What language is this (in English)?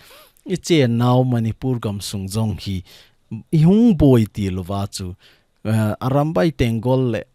Thado Chin